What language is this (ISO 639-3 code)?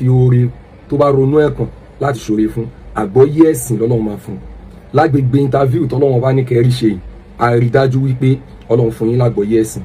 yor